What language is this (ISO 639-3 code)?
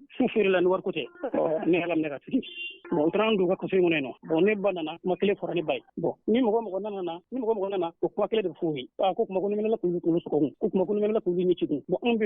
bam